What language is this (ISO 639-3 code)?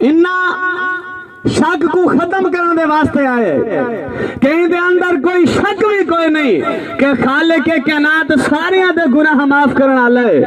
skr